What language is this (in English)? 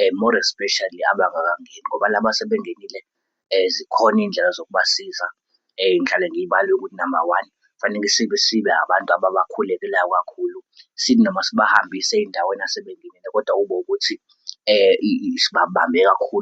Zulu